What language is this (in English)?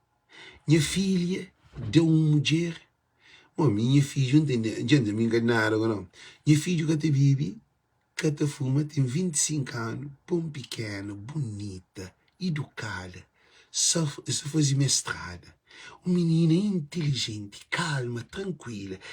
Kabuverdianu